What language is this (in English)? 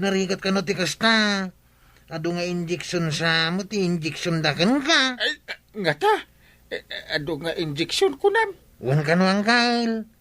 Iloko